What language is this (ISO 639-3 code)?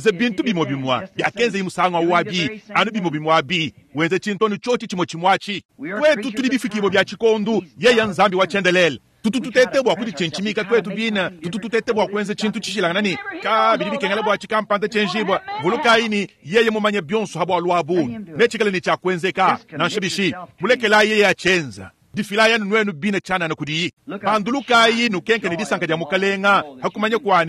lua